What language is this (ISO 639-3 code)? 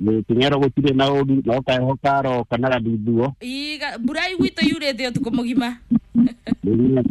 kik